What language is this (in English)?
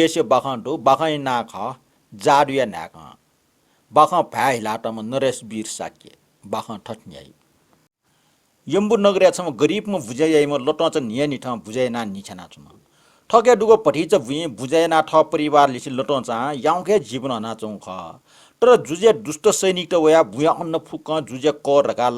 Newari